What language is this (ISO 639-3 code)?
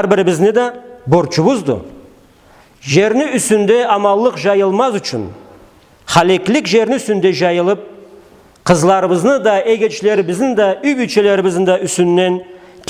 krc